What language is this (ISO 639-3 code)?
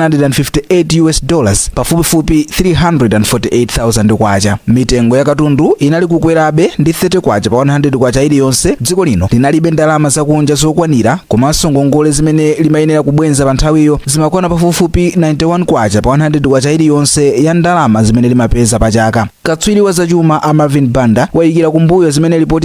nya